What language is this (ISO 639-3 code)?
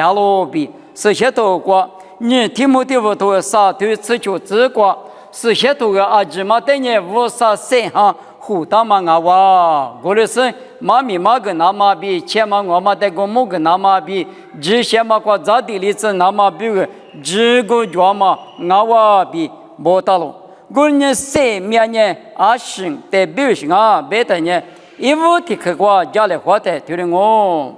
lis